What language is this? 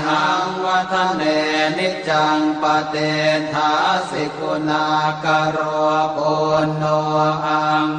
Pali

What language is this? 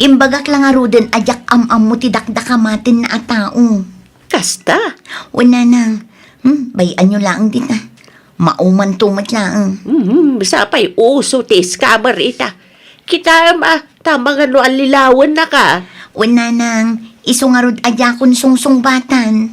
Iloko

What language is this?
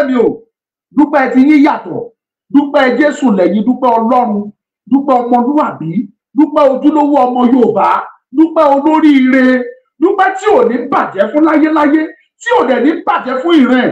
Yoruba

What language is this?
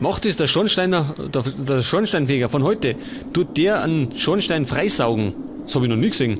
Bavarian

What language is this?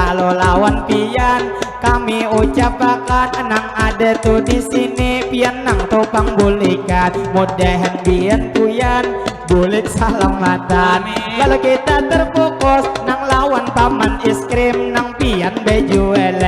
Banjar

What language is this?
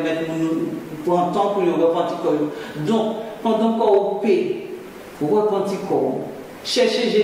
Guadeloupean Creole French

